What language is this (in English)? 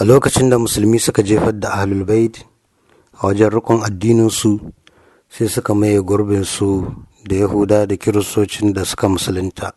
Hausa